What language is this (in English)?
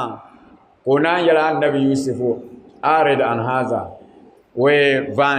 Dagbani